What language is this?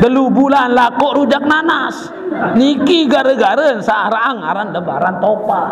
Sasak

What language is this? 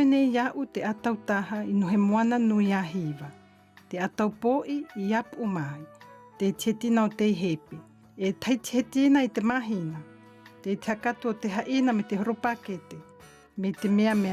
South Marquesan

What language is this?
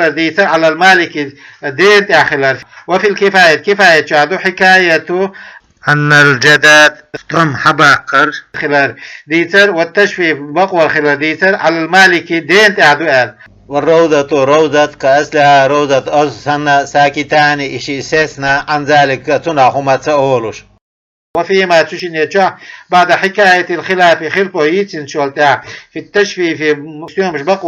Chechen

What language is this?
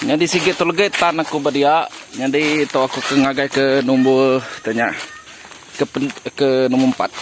Iban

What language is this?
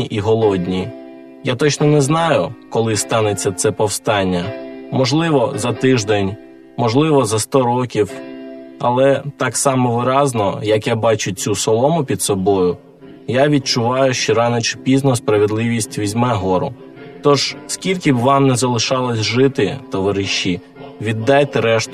Ukrainian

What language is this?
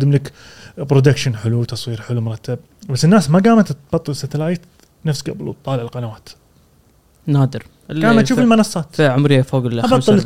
Gulf Arabic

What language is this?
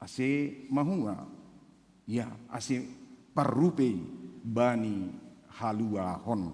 Batak Simalungun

